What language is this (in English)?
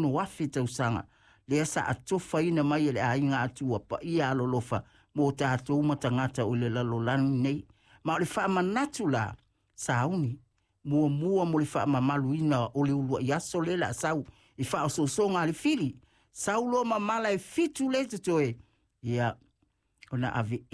Samoan